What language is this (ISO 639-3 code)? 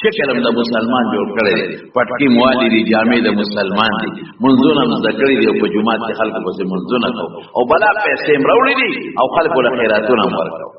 pus